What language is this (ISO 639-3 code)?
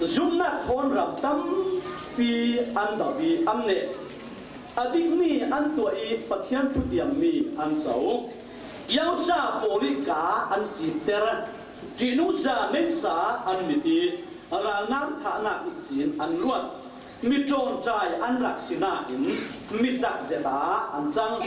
cfm